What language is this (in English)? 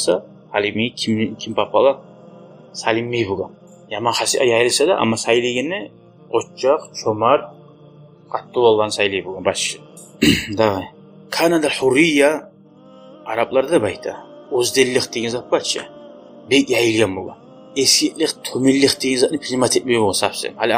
Kumyk